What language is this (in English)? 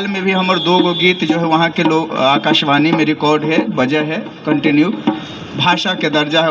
Magahi